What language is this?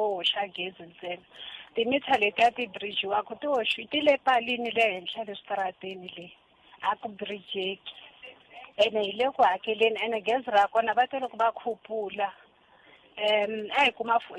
Tsonga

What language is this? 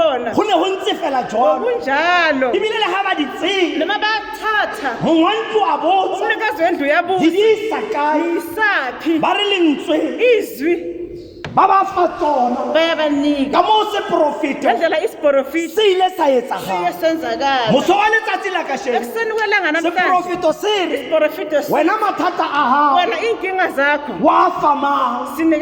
Tswana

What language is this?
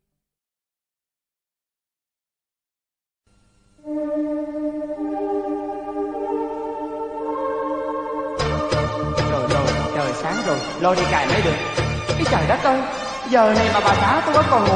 Vietnamese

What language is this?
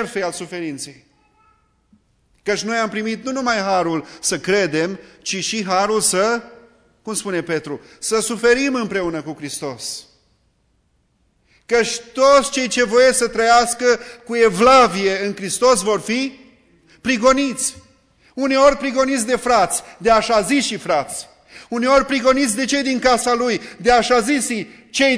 Romanian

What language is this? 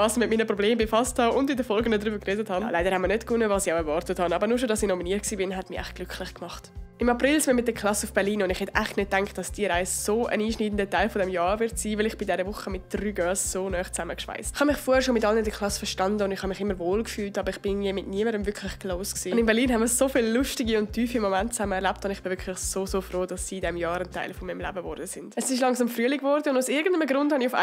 Swiss German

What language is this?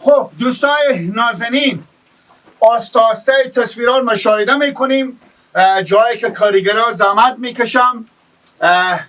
Persian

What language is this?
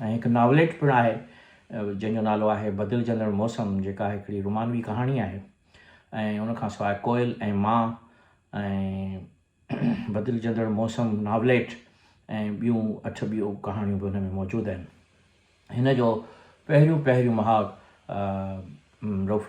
Sindhi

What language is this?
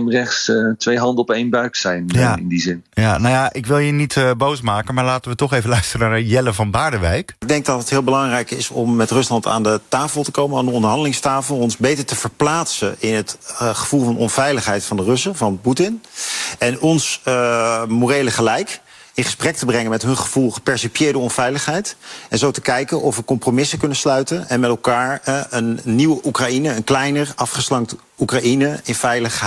Dutch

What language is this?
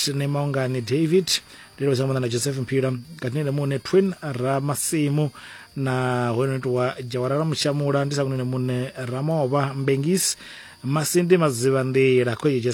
Venda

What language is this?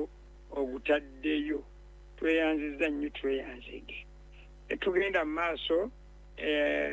Ganda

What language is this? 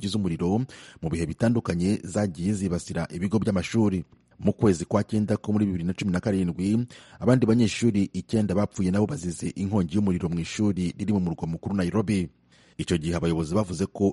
Kinyarwanda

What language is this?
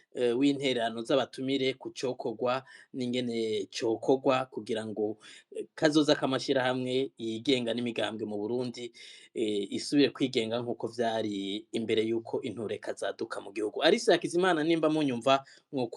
Rundi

